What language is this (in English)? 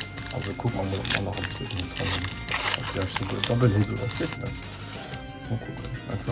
Luxembourgish